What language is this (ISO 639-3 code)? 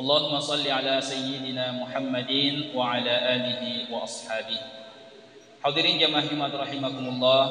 bug